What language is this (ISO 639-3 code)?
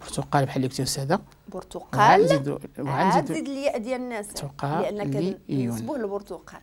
ary